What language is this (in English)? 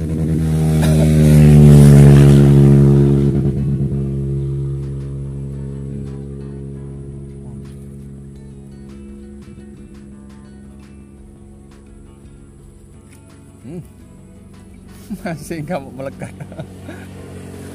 Indonesian